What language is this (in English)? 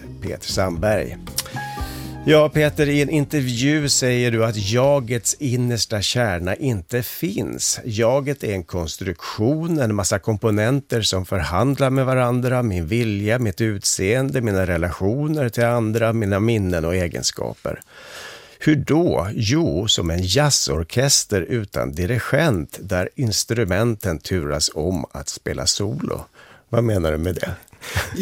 Swedish